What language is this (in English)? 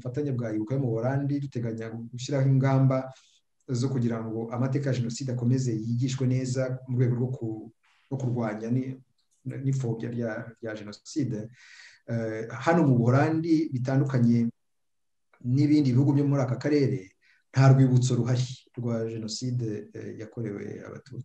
Kinyarwanda